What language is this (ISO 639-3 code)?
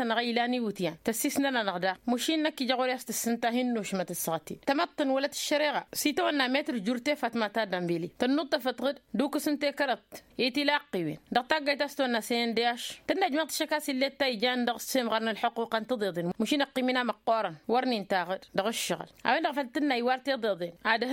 taq